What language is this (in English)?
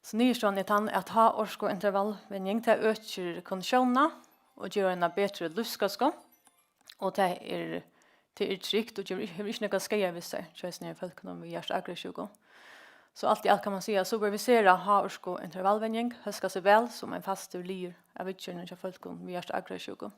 Faroese